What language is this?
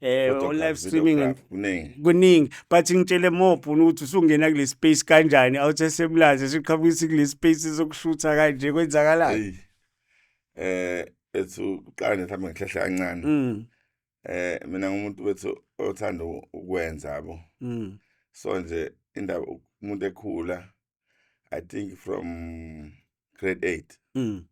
Zulu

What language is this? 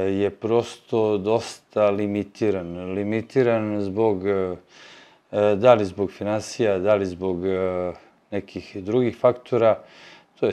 Serbian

